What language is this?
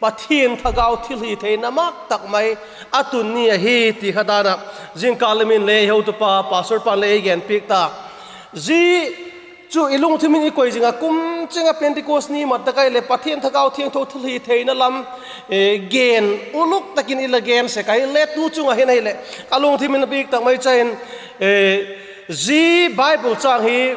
Vaiphei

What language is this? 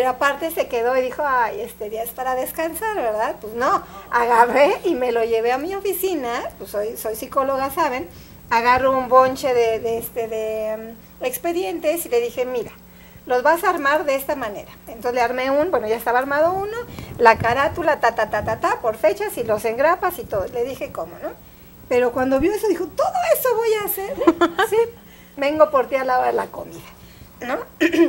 Spanish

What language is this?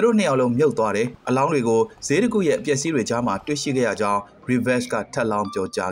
Burmese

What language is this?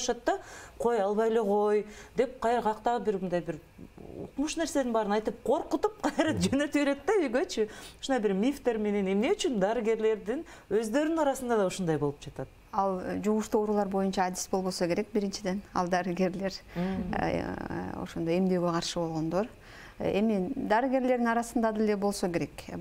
Kyrgyz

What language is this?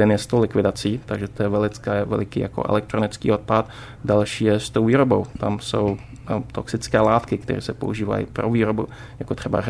Czech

